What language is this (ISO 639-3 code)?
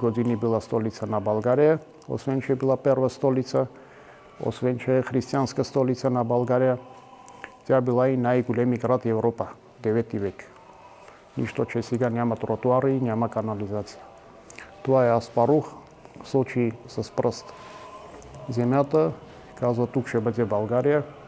bul